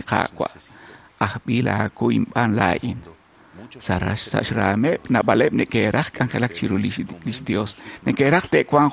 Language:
Kekchí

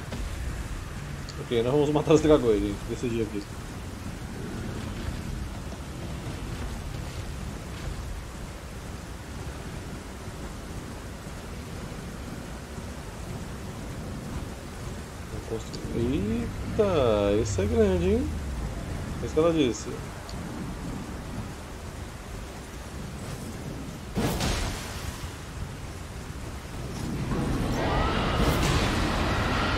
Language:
Portuguese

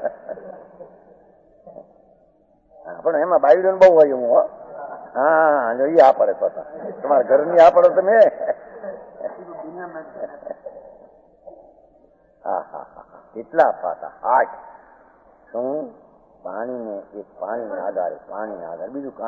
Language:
Gujarati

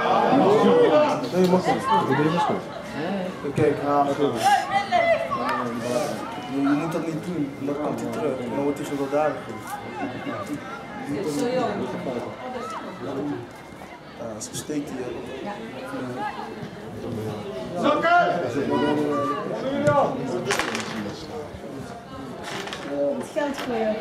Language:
Dutch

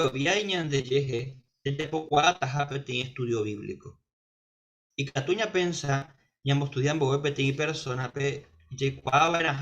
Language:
Guarani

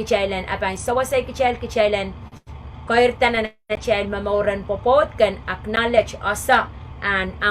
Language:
Pohnpeian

